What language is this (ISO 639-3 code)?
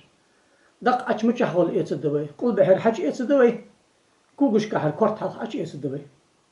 inh